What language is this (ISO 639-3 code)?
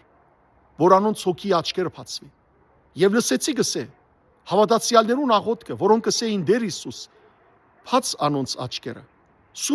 hyw